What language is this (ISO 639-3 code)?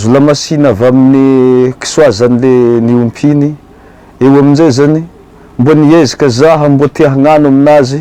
mlg